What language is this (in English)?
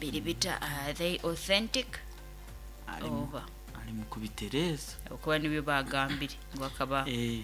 Nyoro